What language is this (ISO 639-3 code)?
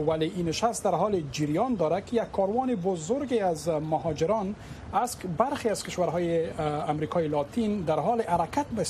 fas